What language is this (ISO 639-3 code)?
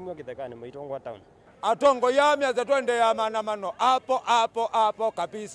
kam